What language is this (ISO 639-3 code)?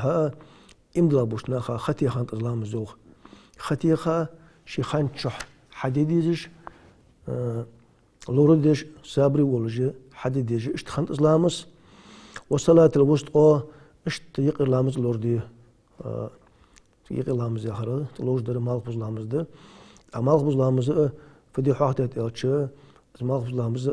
inh